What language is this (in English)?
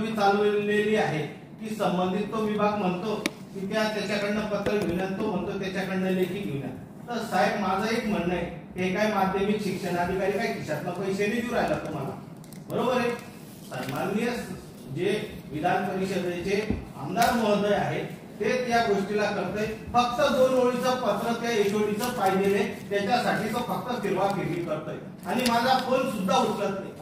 Marathi